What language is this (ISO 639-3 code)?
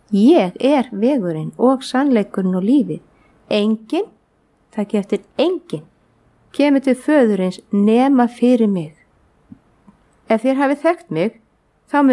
isl